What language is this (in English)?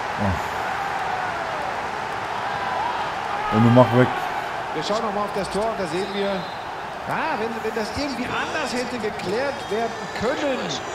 German